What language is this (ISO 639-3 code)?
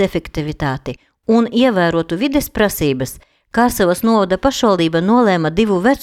lav